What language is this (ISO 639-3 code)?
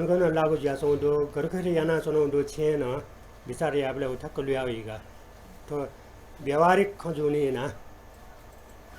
new